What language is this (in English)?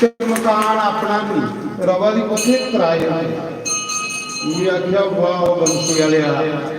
Dogri